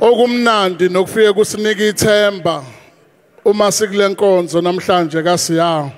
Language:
Zulu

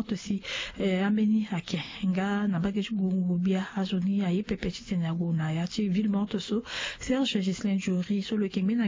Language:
Sango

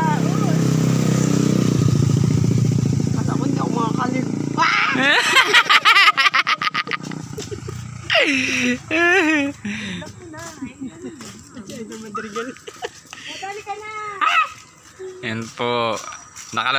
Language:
Filipino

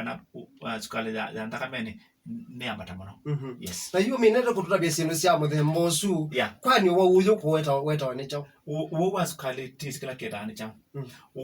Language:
Kamba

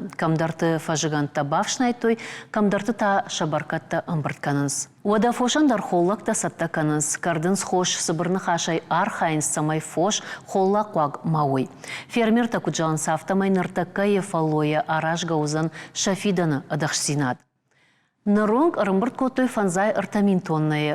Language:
Ossetic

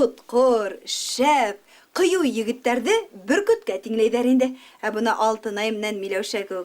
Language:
Bashkir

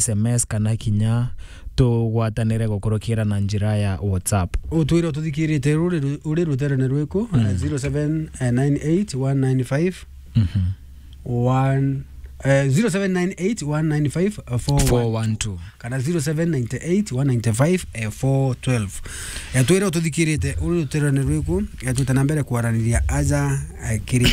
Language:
Meru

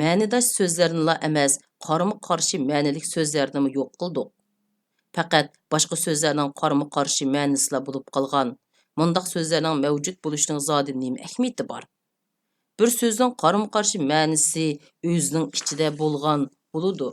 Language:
Uyghur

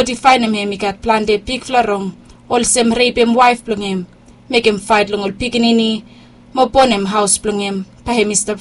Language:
Bislama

